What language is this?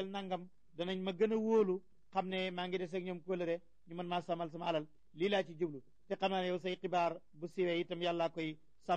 Wolof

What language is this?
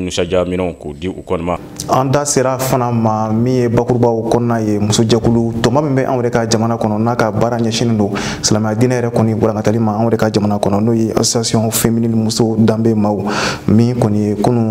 Bambara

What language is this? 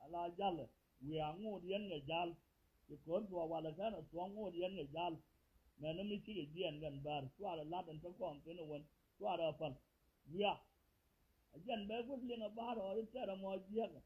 Nuer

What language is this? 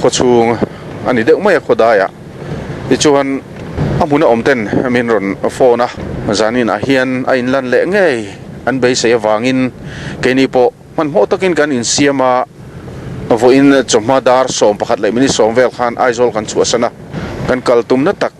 Mizo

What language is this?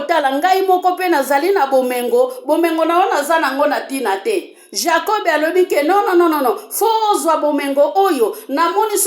Lingala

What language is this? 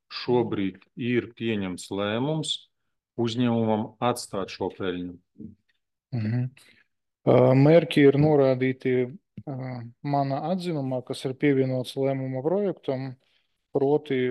Latvian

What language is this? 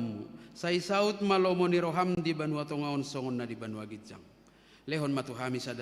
Batak Toba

